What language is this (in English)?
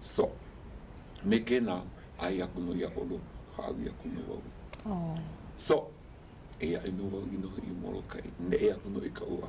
Hawaiian